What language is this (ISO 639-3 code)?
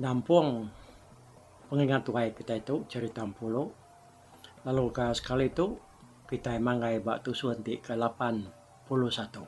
iba